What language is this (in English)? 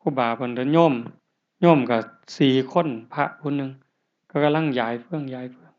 Northeastern Thai